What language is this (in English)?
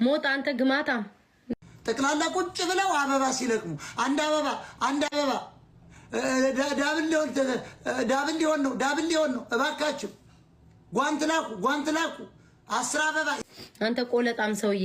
Amharic